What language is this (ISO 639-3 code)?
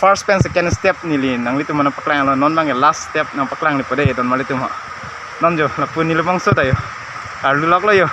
mjw